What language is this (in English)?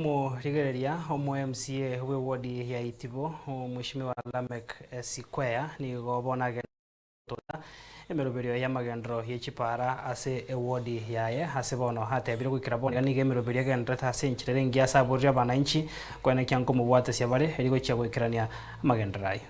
Gusii